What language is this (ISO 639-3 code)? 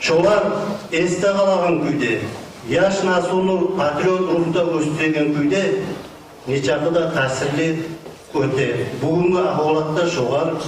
kum